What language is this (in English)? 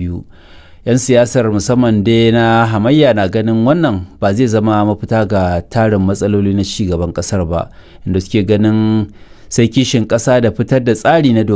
Hausa